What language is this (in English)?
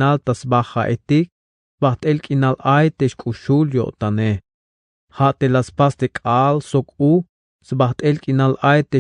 Tzeltal